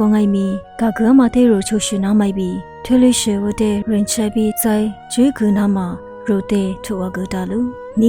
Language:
Lisu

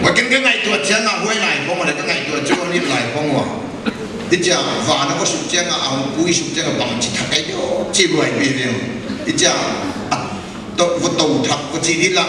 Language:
Paite Chin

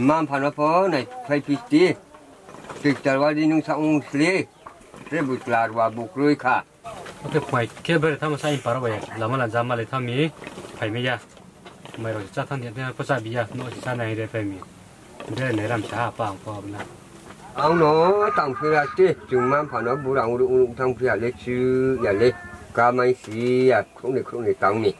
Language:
Riang (India)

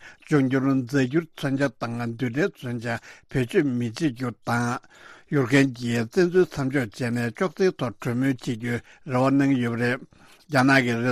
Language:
Tibetan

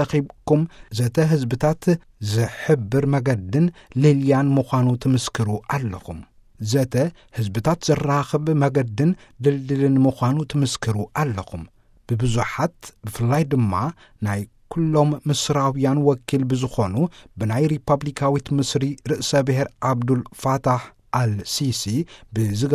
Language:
Tigrinya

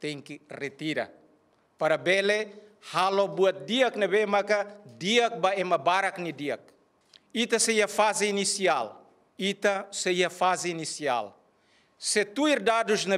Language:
Tetum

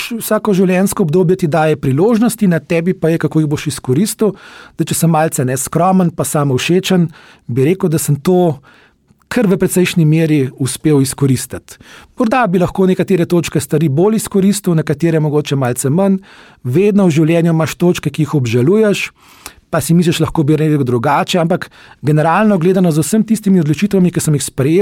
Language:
Slovenian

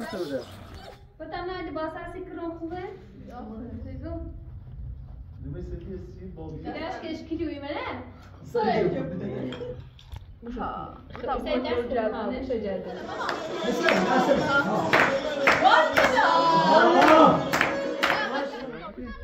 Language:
Persian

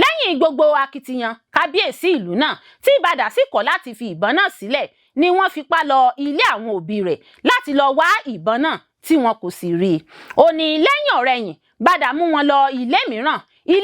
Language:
Yoruba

